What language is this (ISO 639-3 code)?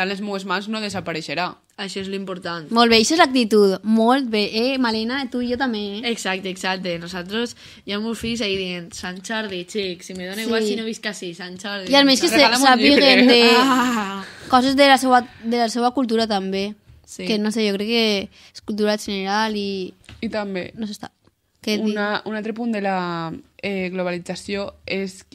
cat